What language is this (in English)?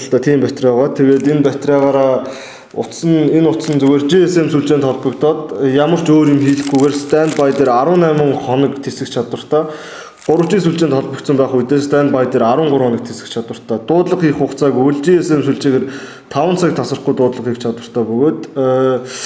Mongolian